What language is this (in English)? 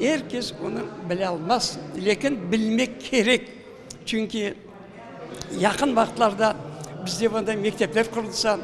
Crimean Tatar